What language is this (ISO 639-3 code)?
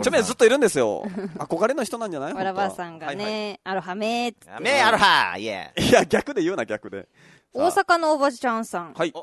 jpn